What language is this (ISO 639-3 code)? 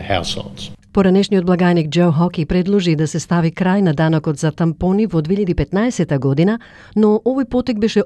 mkd